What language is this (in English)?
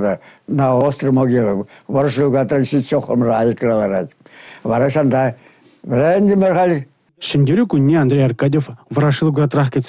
Chuvash